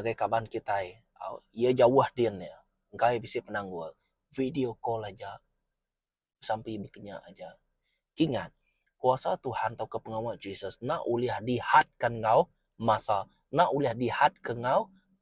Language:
Iban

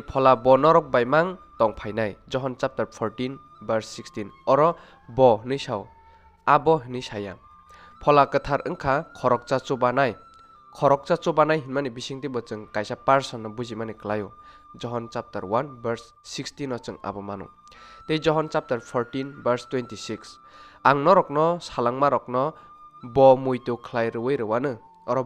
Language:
Kok Borok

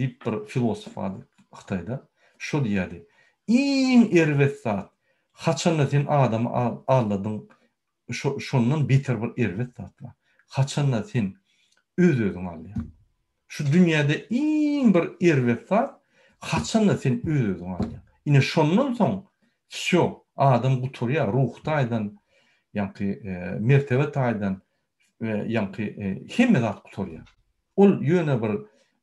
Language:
Turkmen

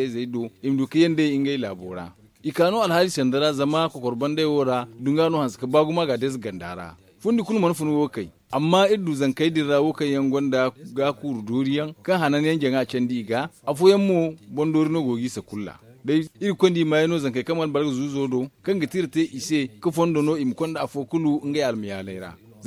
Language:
Zarma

